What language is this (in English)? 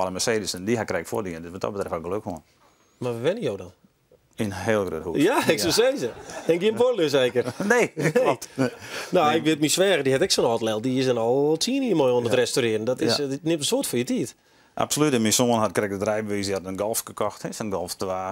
Western Frisian